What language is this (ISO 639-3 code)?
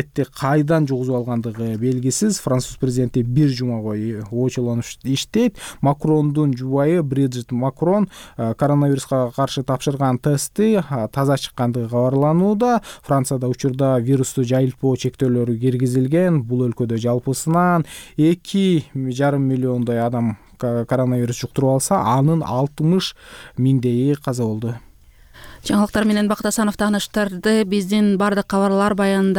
kir